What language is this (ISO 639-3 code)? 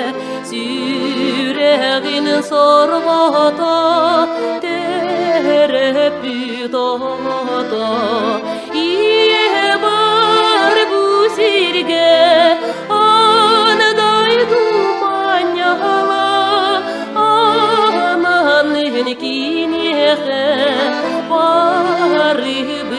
sah